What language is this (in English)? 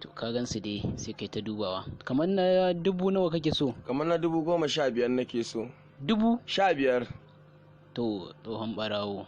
Hausa